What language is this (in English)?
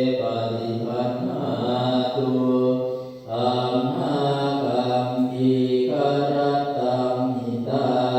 Pali